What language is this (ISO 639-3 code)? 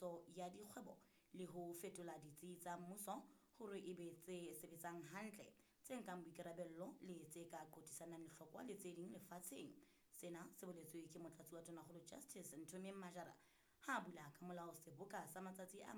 sot